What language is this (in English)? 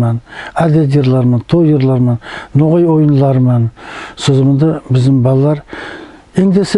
Nogai